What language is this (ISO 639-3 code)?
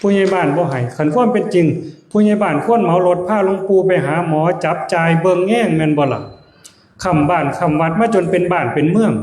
tts